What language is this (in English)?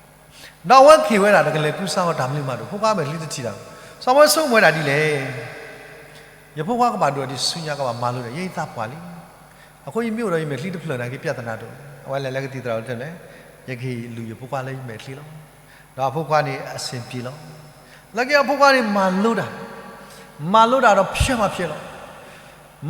S'gaw Karen